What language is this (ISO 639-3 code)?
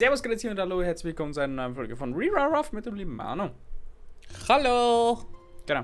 bar